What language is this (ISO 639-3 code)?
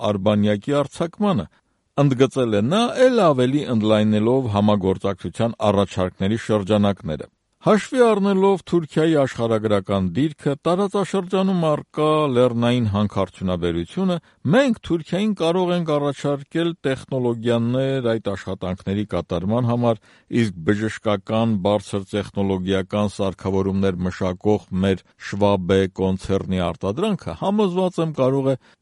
hye